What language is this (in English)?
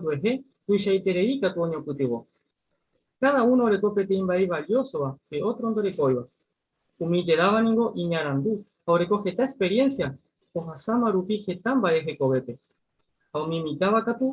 Guarani